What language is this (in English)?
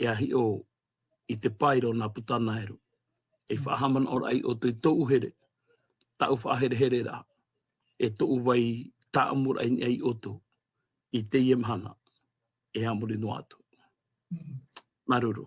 Tahitian